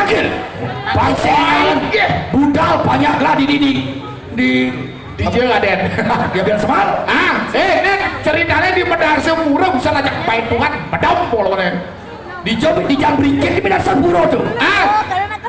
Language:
Balinese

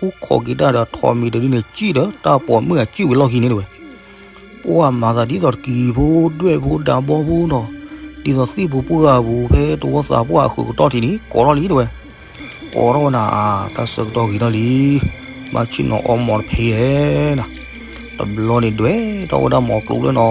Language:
S'gaw Karen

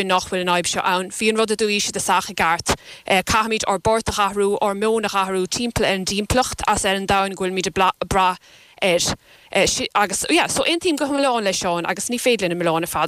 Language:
Irish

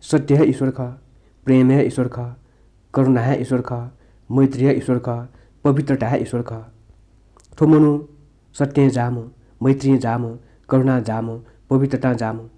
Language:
Newari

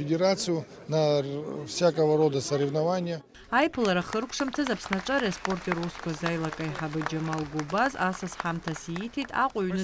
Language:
Abkhazian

